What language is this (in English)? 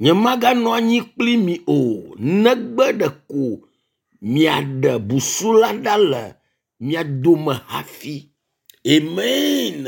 Ewe